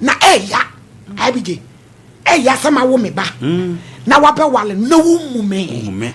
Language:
Akan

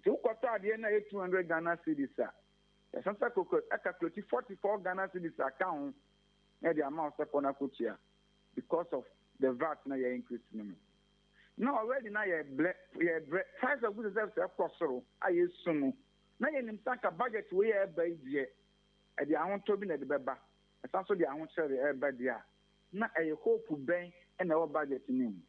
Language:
Akan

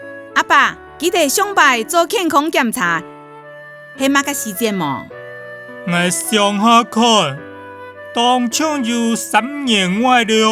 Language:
Hakka Chinese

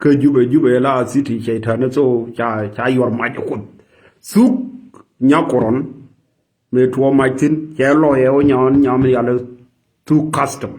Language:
Nuer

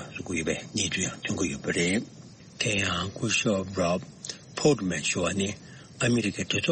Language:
Tibetan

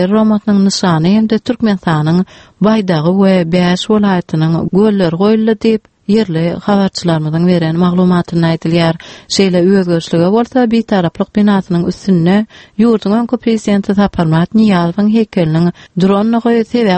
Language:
Turkmen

